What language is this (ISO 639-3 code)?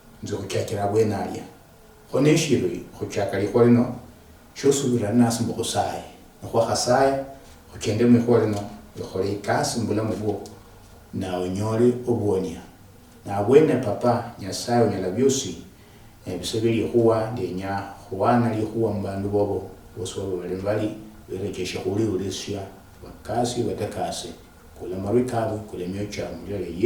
luy